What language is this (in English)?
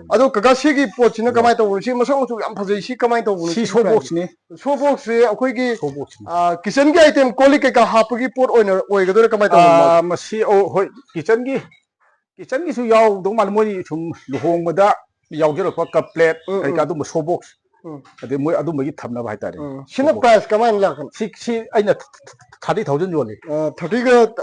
Manipuri